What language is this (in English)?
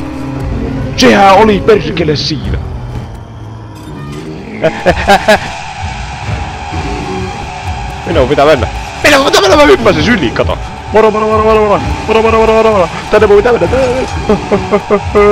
Finnish